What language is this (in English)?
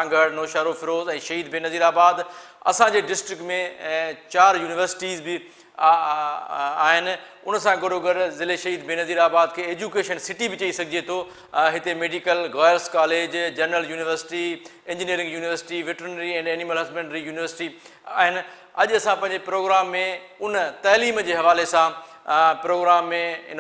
Sindhi